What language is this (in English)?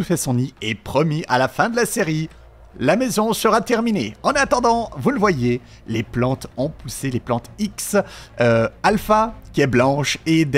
French